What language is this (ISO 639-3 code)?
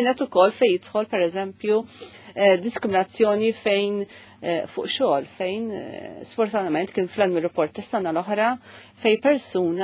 mlt